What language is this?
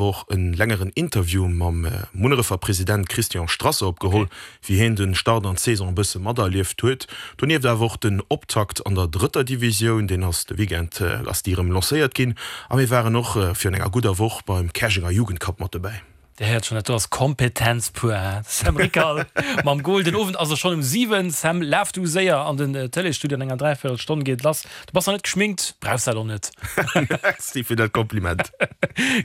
Luxembourgish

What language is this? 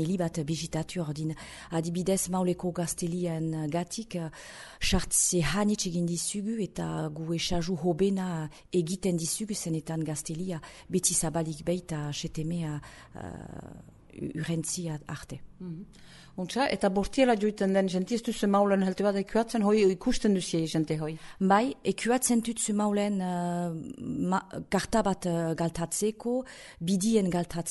Basque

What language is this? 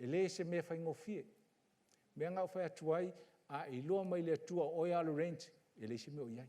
Samoan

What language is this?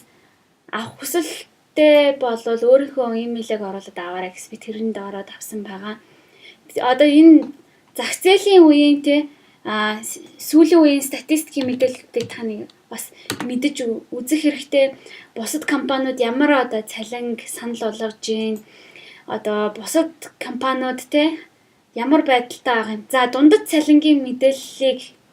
Mongolian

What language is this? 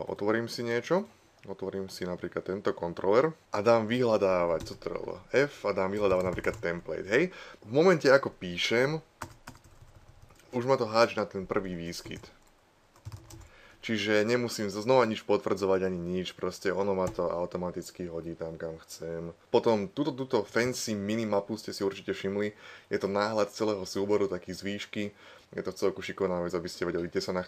Slovak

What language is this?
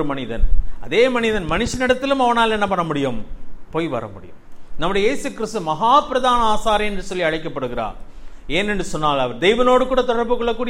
Tamil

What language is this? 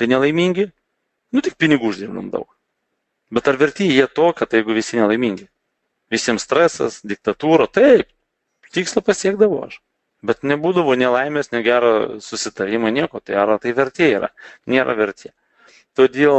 Lithuanian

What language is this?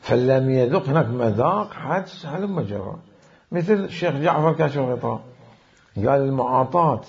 Mesopotamian Arabic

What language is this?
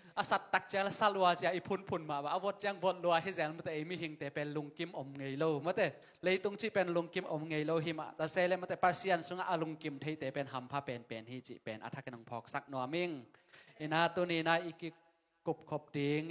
Tedim Chin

